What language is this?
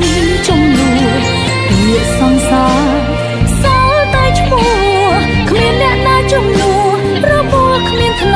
Khmer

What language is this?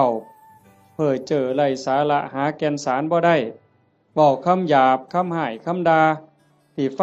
Northeastern Thai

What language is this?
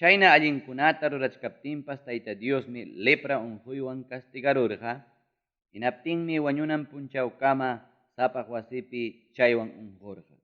Ayacucho Quechua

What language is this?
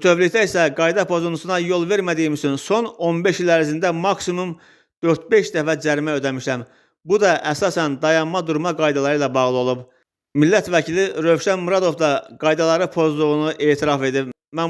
Azerbaijani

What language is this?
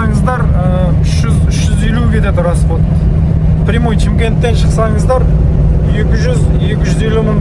Kazakh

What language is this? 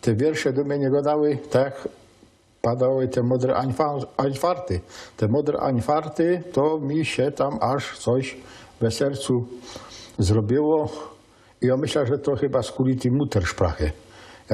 Silesian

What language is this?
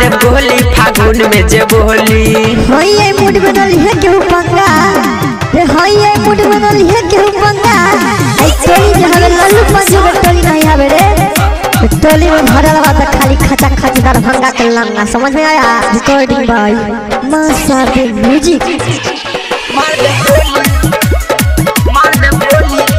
Bhojpuri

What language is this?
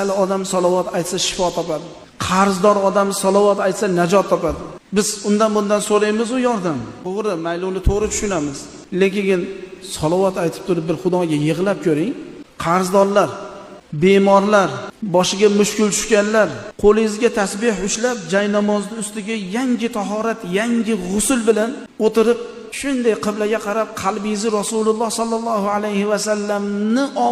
Uzbek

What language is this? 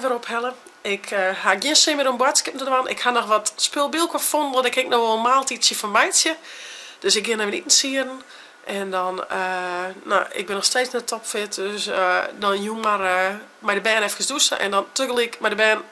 Western Frisian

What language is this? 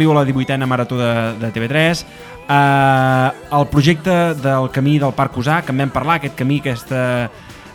Catalan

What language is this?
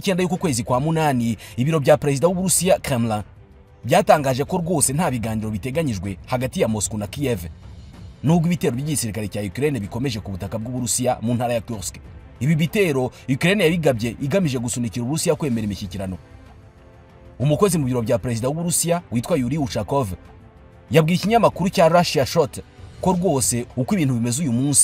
Kinyarwanda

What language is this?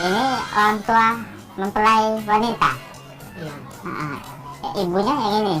Musi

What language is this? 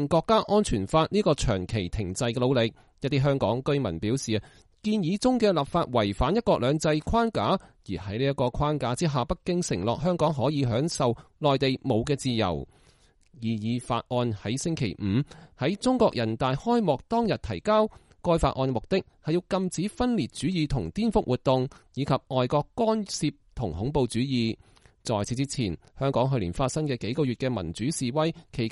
Cantonese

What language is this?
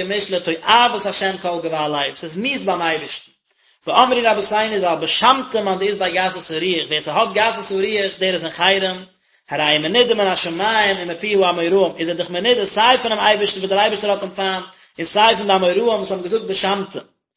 Yiddish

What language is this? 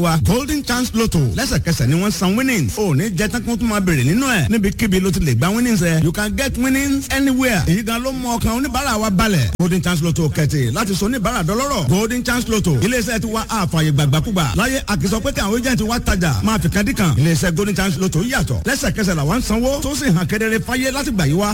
Yoruba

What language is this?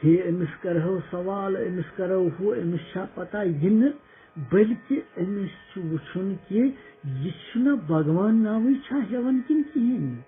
Kashmiri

